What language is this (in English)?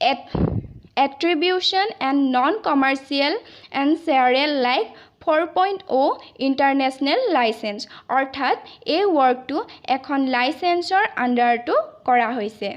Assamese